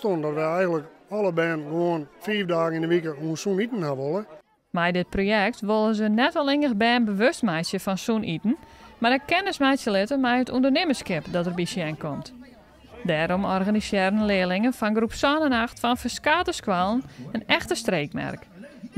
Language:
Western Frisian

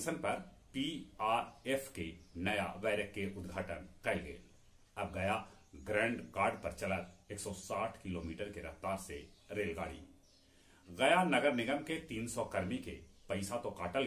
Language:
Magahi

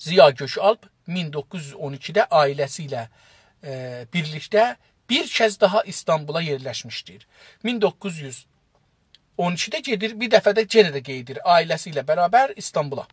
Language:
South Azerbaijani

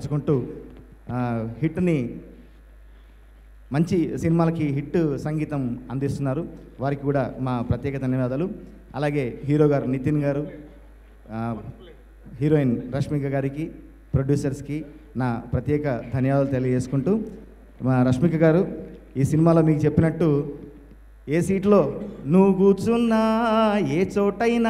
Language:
Telugu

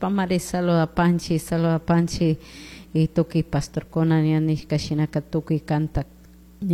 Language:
Chimborazo Highland Quichua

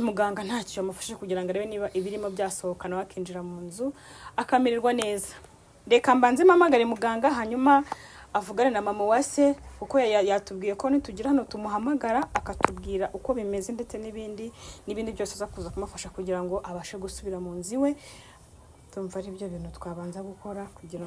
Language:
Kinyarwanda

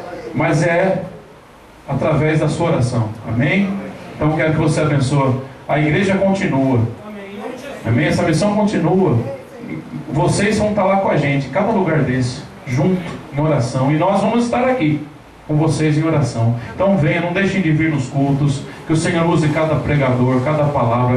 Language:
Portuguese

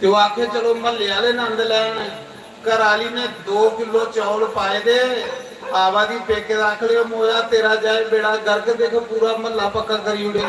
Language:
Dogri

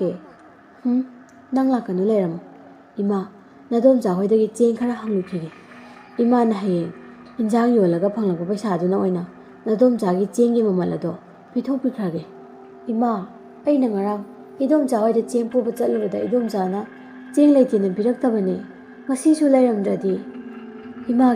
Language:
Manipuri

